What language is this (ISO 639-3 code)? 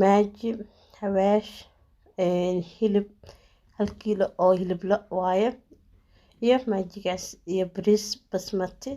som